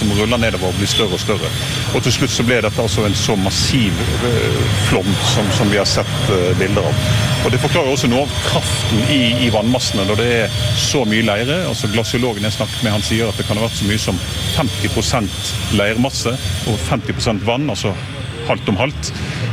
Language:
Norwegian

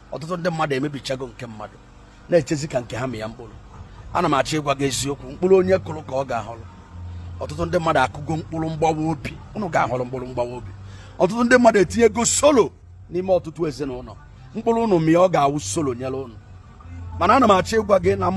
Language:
Igbo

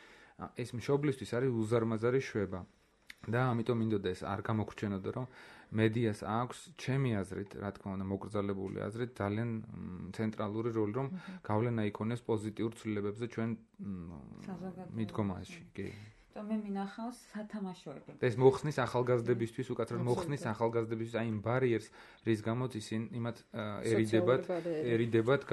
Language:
Georgian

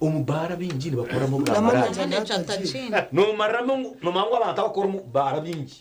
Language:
Nyankole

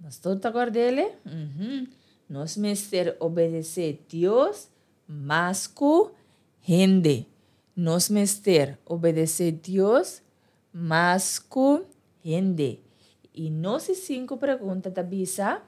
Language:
Papiamento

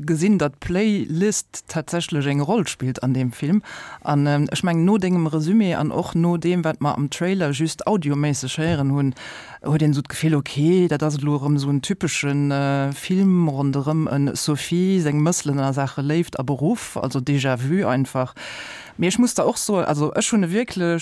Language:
Luxembourgish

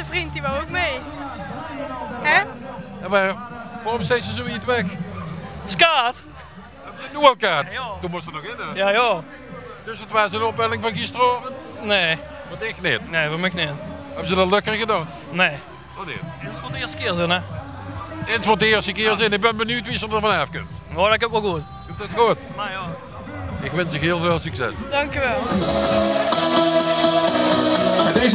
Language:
Dutch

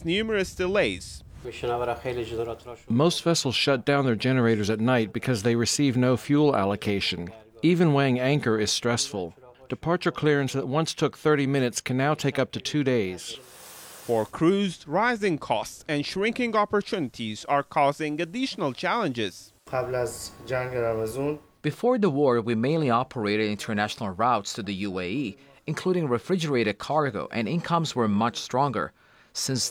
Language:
English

